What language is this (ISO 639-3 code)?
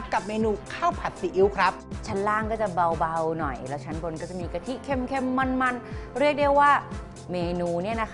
tha